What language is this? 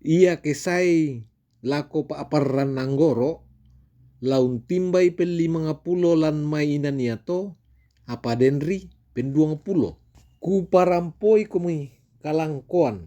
Toraja-Sa'dan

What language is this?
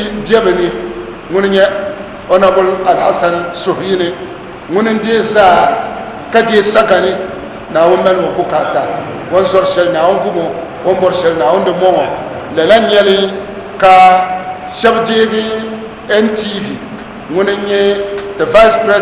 Dagbani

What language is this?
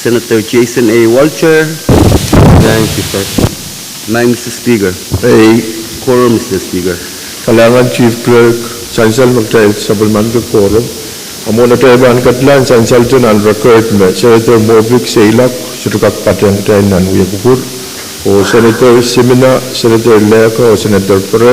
Pohnpeian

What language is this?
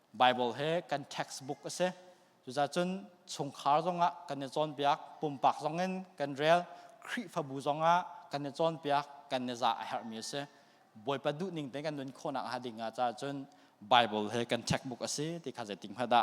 Hakha Chin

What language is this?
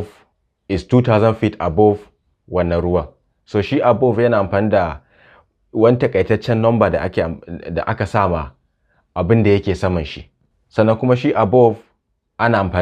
Hausa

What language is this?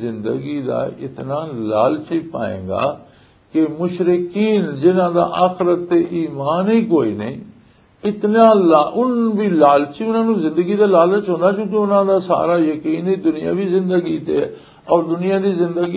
Western Panjabi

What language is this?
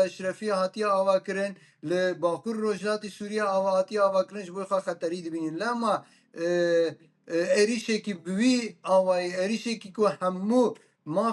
Kurdish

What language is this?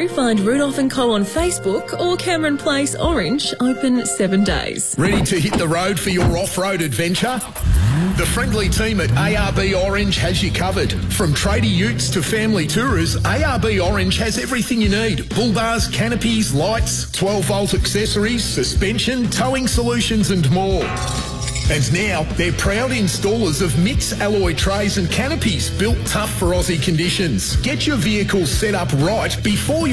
English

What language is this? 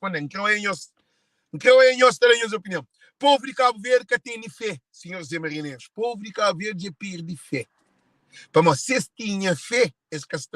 Kabuverdianu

